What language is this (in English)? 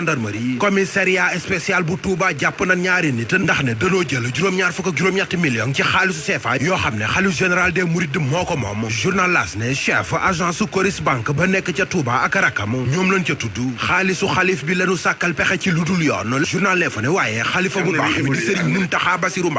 Wolof